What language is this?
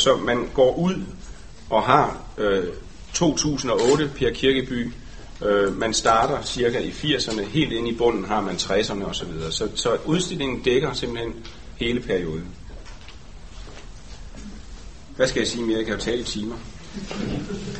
Danish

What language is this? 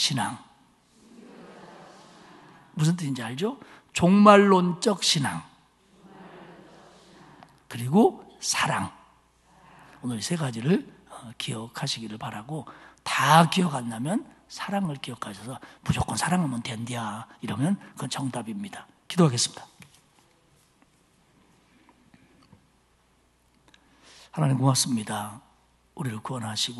Korean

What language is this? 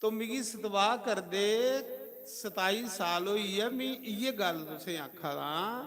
Dogri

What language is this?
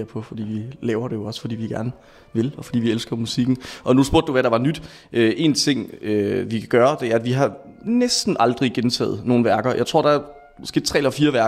Danish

